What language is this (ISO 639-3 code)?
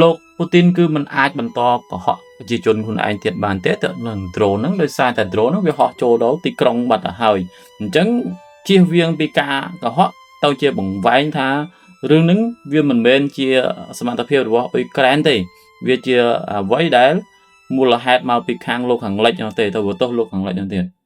khm